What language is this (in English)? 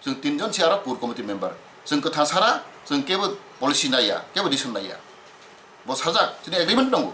Kok Borok